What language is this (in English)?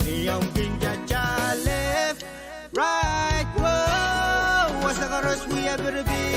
Pohnpeian